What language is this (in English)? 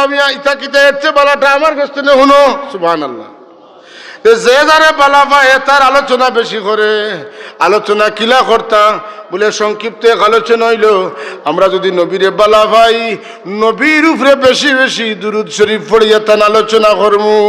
Sylheti